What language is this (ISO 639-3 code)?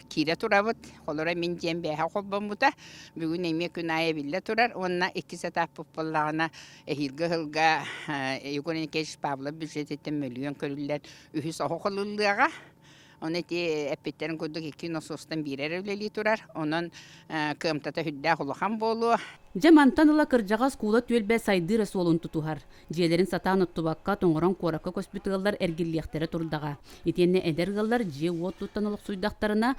sah